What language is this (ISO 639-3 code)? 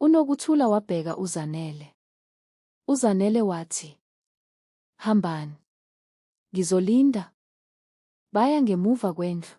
zul